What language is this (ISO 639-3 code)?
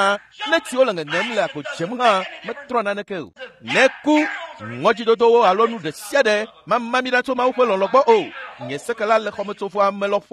ewe